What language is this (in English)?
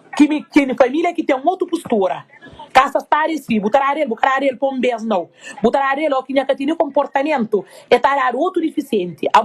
Kabuverdianu